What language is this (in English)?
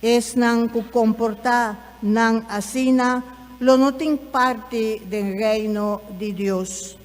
Papiamento